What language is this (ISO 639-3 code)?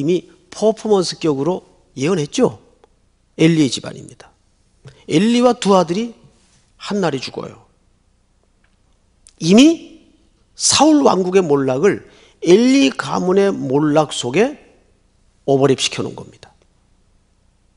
kor